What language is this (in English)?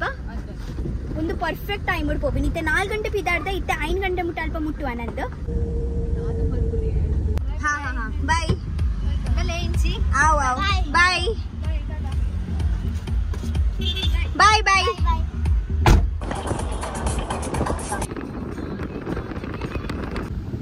Tulu